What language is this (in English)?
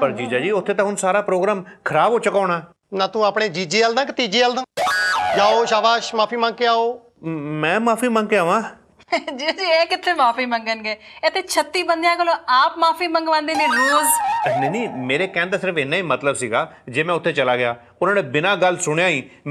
Punjabi